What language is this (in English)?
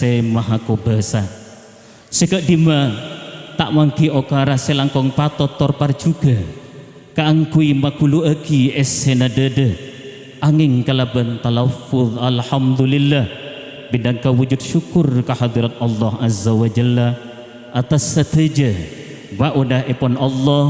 Madurese